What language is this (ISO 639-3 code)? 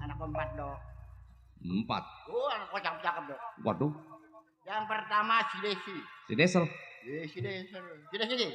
bew